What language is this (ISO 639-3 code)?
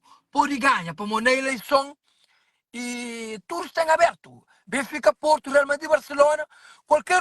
kea